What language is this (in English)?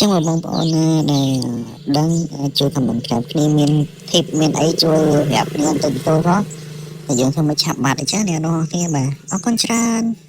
Khmer